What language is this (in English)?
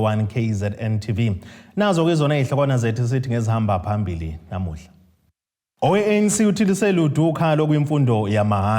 Zulu